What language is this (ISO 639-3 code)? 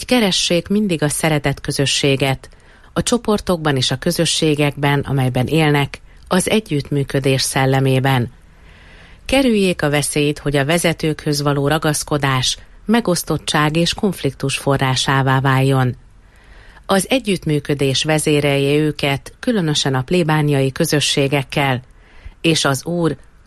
hun